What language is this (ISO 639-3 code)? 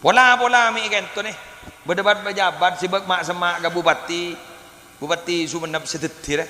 mad